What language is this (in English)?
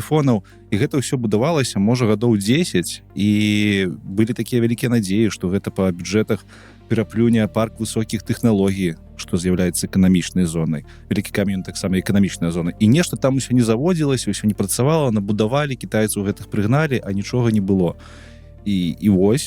Belarusian